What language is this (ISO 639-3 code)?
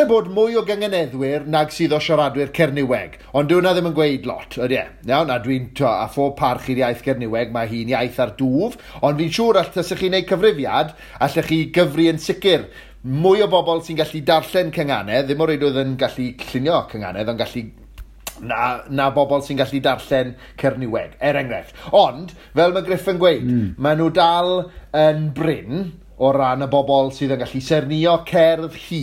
cym